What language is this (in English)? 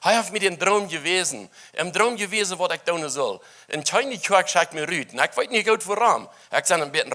Plautdietsch